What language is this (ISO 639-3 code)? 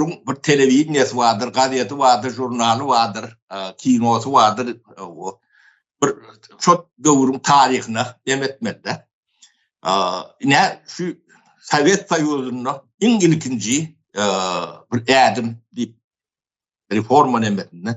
tuk